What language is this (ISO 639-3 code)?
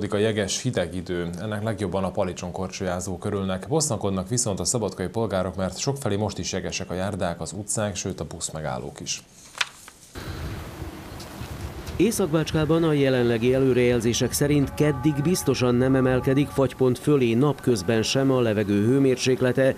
hun